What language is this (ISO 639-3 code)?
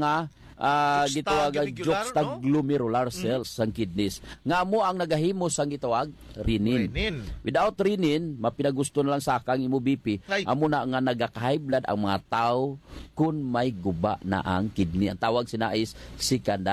hil